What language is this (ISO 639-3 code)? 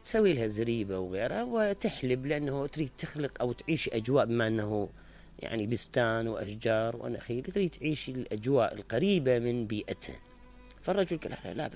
acm